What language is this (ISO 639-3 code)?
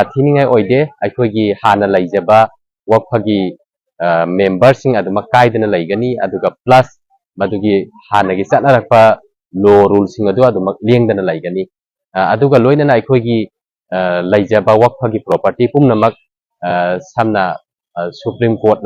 mni